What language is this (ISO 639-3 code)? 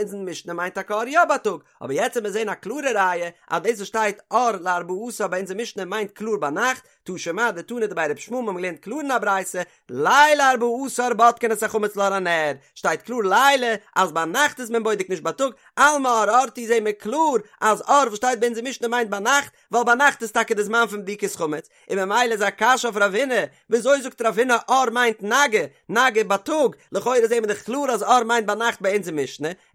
yid